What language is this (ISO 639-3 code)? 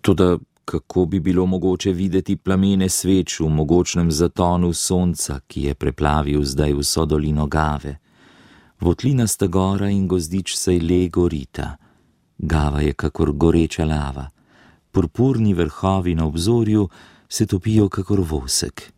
slv